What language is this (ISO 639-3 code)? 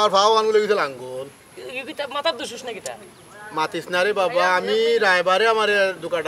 syl